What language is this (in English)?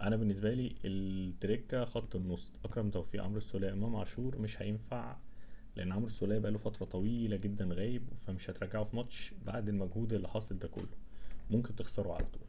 Egyptian Arabic